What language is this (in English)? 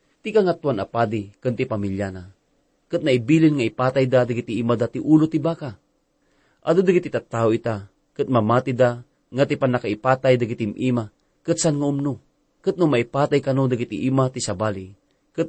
Iloko